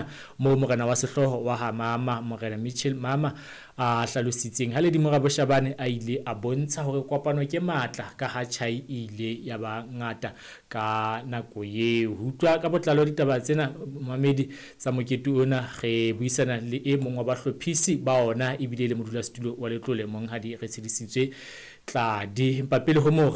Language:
Southern Sotho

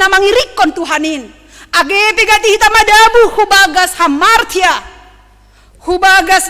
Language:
Batak Simalungun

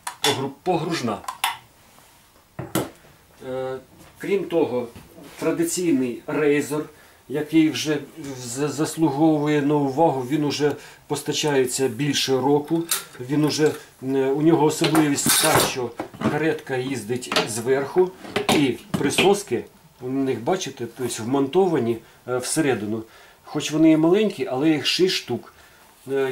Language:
Ukrainian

